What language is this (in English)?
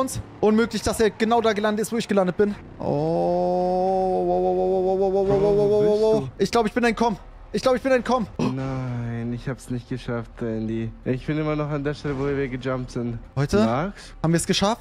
German